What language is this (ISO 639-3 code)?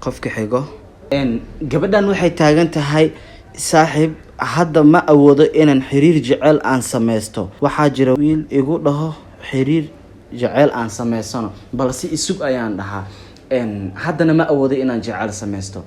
som